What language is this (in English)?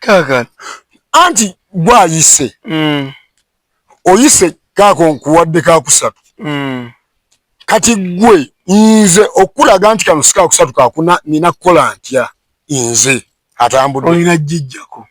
Ganda